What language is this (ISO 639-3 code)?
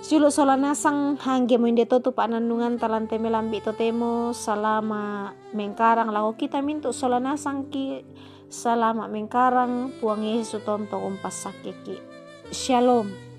sda